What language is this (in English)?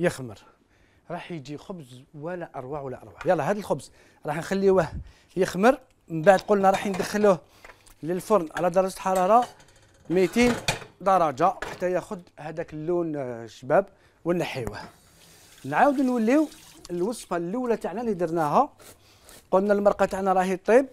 Algerian Arabic